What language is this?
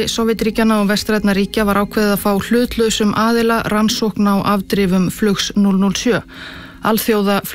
Icelandic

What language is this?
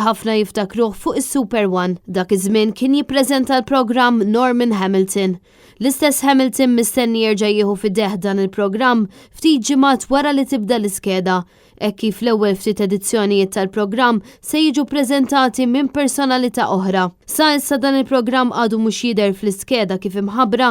Maltese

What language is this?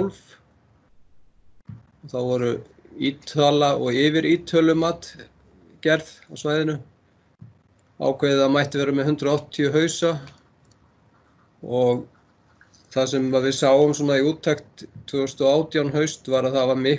Icelandic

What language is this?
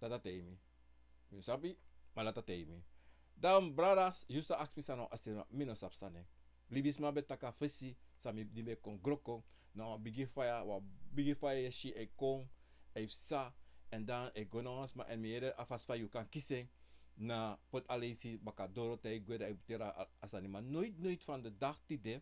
Sranan Tongo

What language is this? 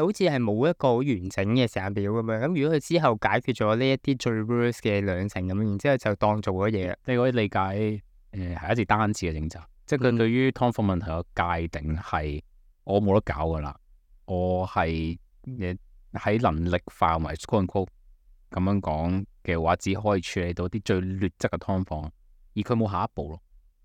Cantonese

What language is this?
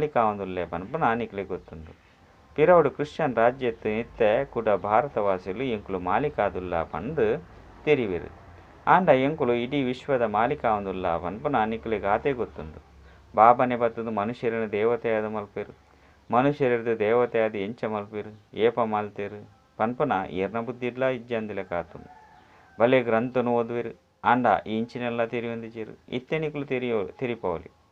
Tulu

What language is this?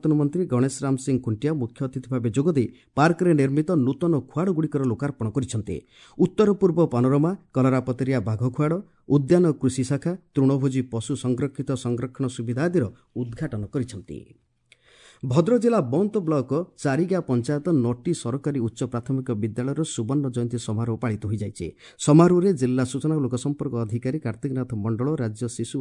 Odia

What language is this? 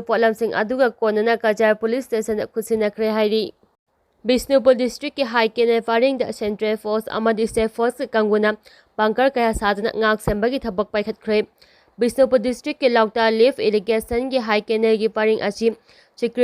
Manipuri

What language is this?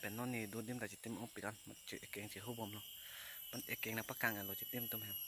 Karbi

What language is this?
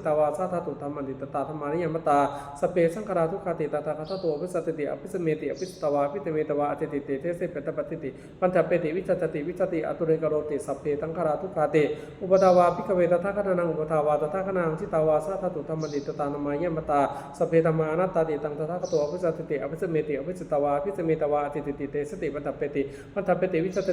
Pali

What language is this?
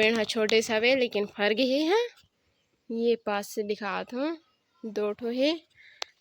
Chhattisgarhi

